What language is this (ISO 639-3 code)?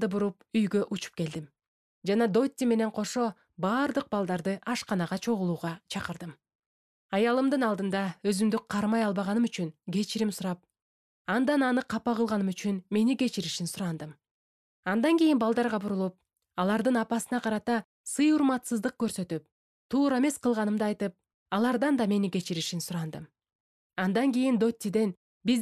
kir